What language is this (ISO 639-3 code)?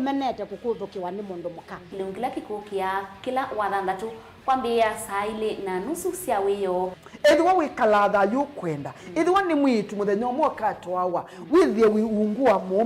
kam